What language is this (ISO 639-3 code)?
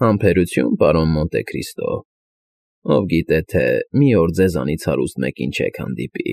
hye